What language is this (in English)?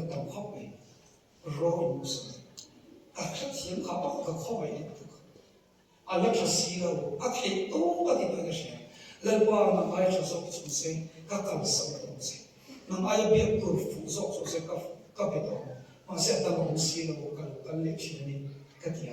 Mizo